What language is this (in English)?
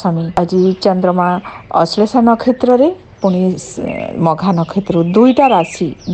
Odia